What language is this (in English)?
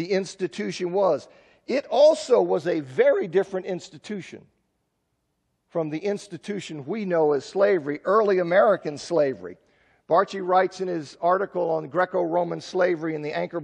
English